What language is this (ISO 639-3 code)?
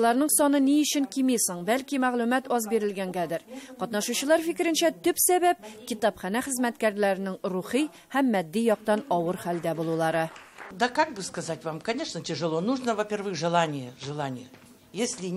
tat